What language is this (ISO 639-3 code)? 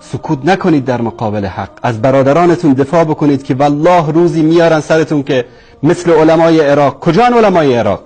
fas